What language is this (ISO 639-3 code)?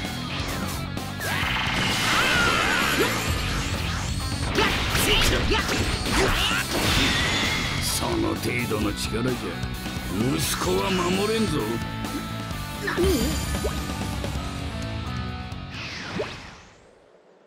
jpn